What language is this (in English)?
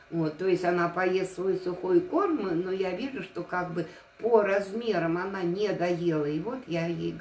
Russian